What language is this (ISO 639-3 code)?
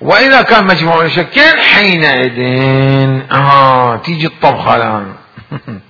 acm